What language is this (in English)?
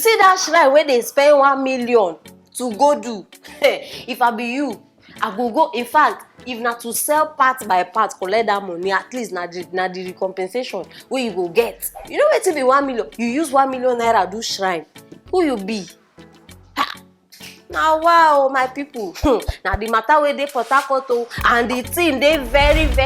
Nigerian Pidgin